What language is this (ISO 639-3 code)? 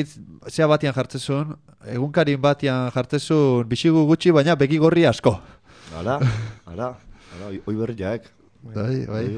eus